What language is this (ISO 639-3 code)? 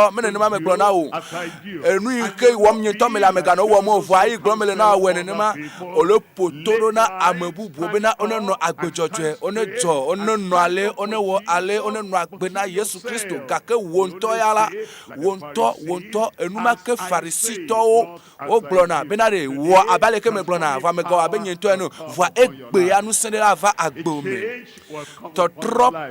ewe